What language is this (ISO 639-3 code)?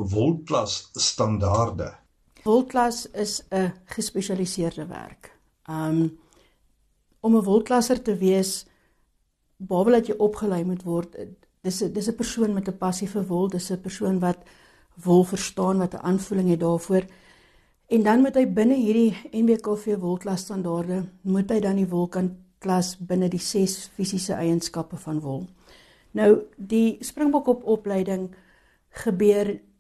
afr